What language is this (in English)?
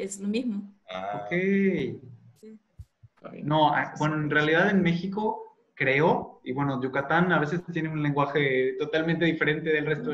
Spanish